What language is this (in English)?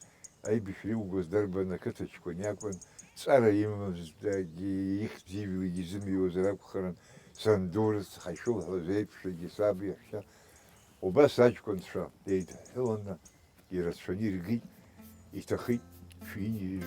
Abkhazian